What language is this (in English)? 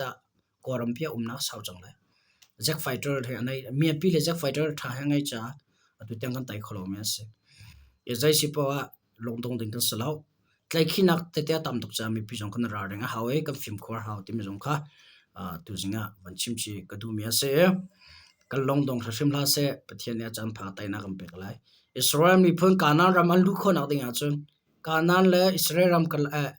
Hakha Chin